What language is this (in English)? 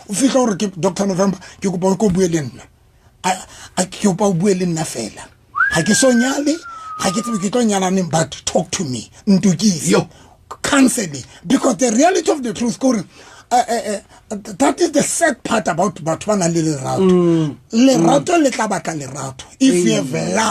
Southern Sotho